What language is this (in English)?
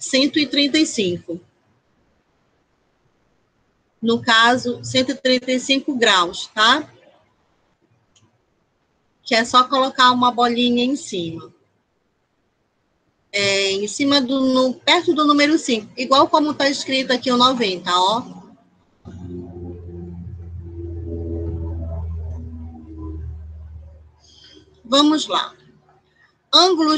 Portuguese